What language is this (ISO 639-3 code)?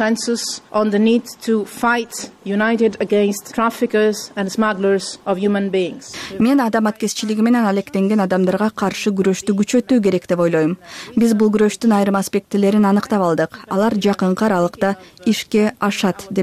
kir